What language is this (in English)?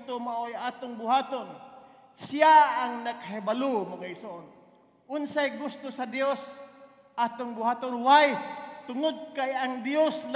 Cebuano